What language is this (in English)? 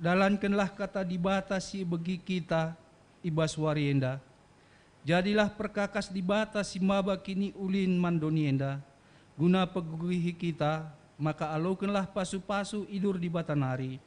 Batak Karo